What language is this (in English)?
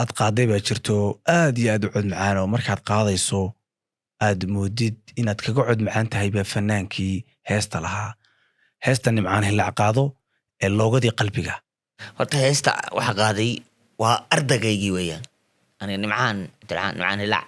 Somali